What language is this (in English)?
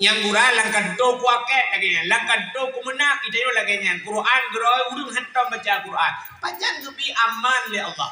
Achinese